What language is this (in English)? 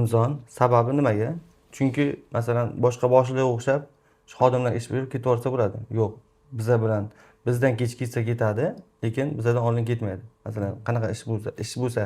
Uzbek